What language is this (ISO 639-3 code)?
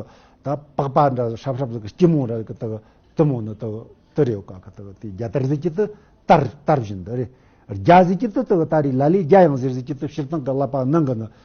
bod